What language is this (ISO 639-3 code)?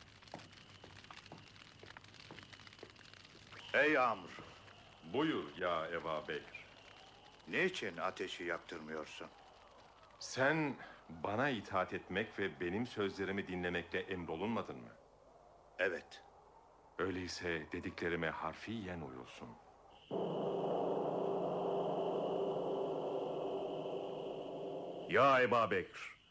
tur